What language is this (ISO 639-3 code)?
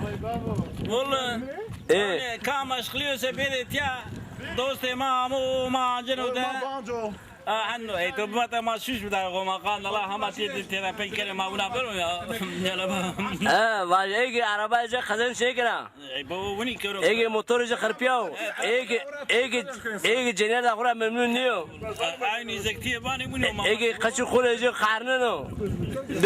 zza